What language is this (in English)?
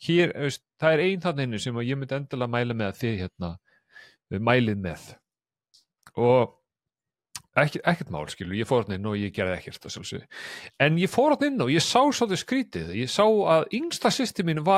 Icelandic